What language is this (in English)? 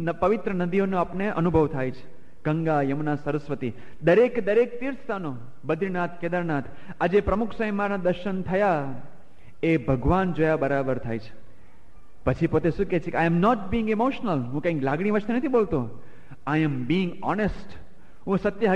Gujarati